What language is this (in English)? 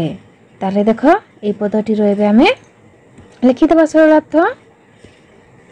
Odia